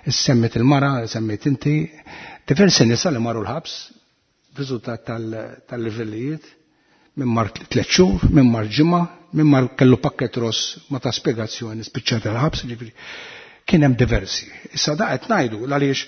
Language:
Maltese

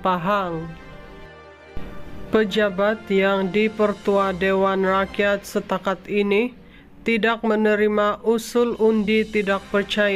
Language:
Malay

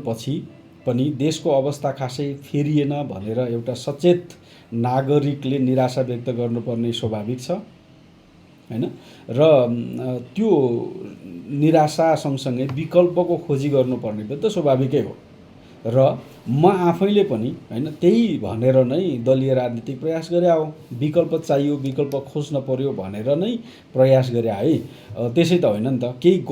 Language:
Nepali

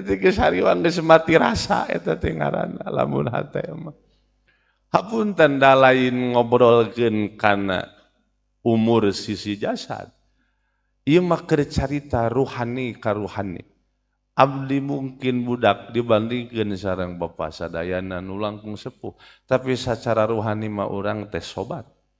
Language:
Sundanese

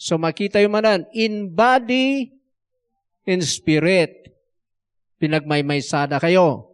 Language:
Iloko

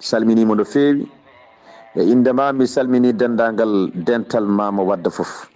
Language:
Fula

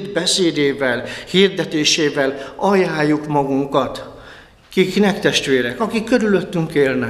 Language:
Hungarian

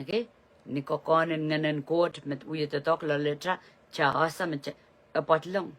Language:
Pohnpeian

